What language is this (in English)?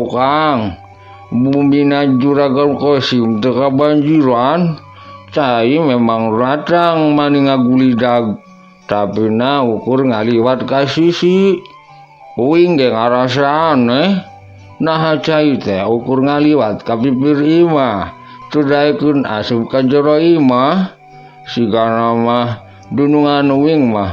Sundanese